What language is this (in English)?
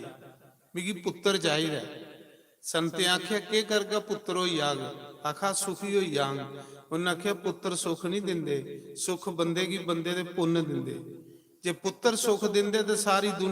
Dogri